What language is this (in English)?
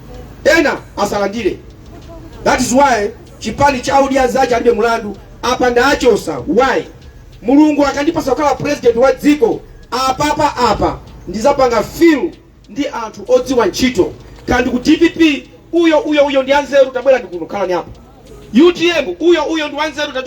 Nyanja